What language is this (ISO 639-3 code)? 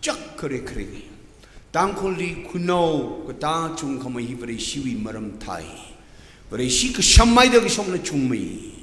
nmf